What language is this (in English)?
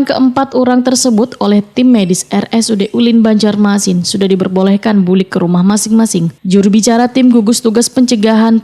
Banjar